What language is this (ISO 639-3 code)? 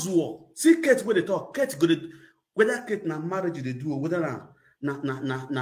pcm